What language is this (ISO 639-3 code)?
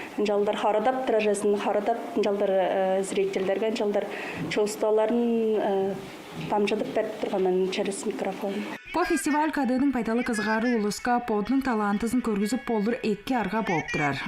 tyv